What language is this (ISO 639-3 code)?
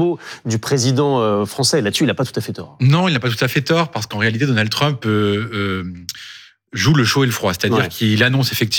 fra